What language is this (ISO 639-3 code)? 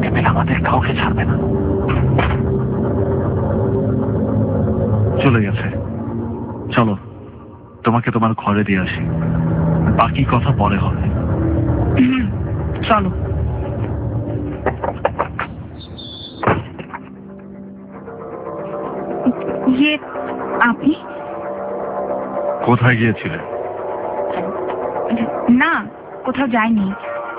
ben